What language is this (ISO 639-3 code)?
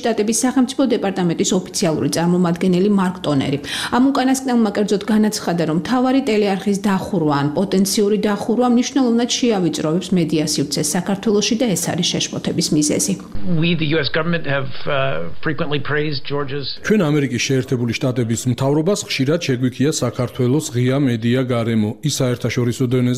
kat